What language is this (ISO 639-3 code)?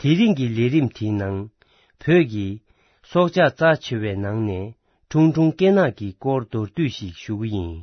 bod